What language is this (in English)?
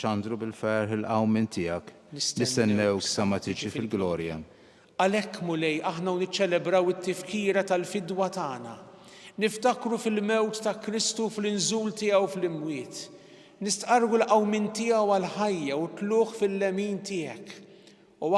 Maltese